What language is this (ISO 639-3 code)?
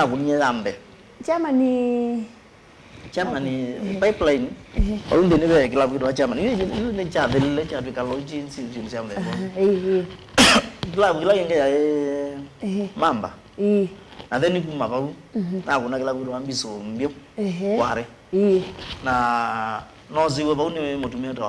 kam